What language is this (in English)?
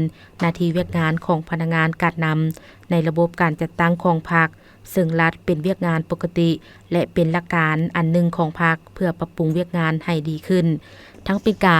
Lao